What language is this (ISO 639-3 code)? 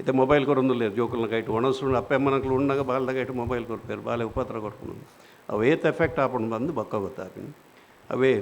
tcy